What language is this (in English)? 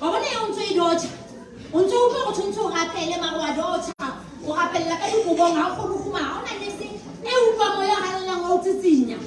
Southern Sotho